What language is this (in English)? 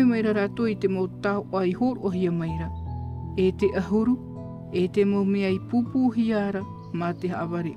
Tahitian